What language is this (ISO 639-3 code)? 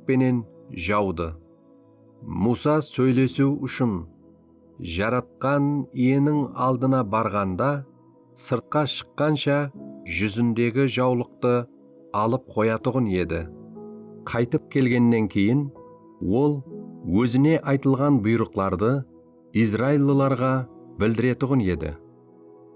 kaa